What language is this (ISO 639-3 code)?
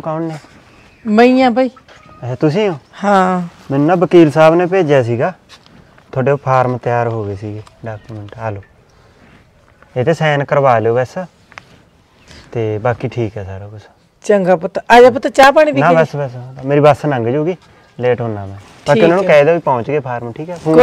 pan